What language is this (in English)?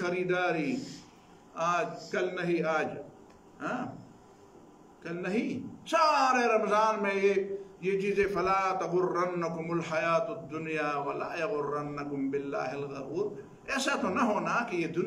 Urdu